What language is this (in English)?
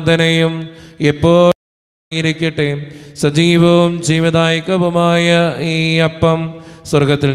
Malayalam